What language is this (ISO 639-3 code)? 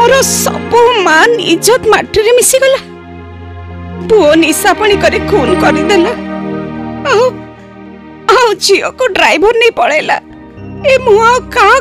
ori